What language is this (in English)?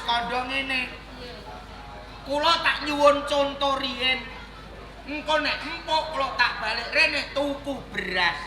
Javanese